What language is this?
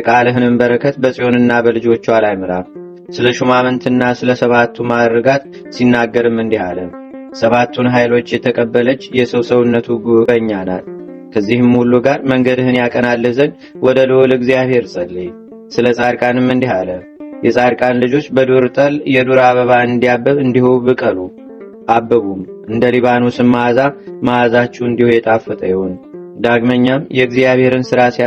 Amharic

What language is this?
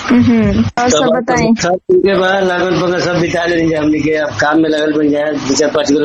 Bhojpuri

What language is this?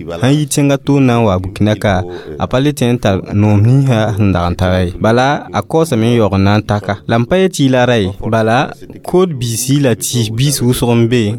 Mossi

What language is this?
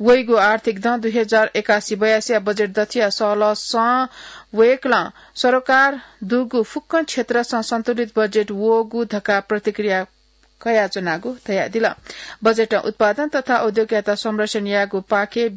Newari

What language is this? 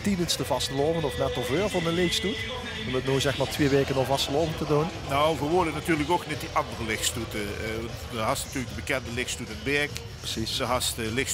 Limburgish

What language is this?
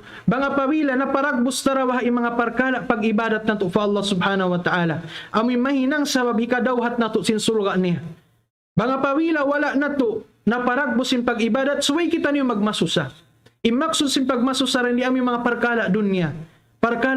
Tausug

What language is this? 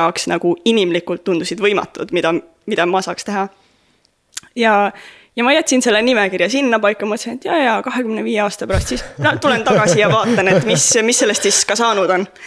Estonian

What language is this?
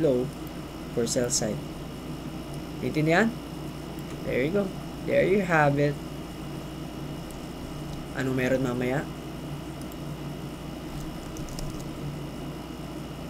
Filipino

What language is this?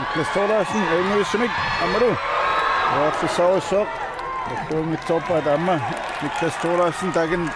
Kalaallisut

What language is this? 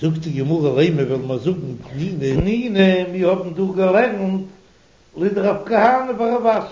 Yiddish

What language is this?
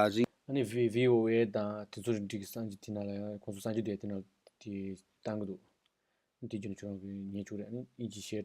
Tibetan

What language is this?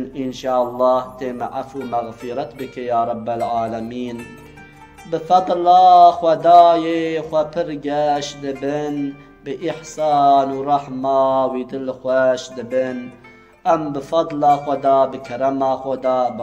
Kurdish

